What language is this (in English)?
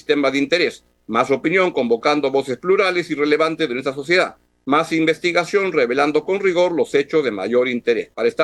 Spanish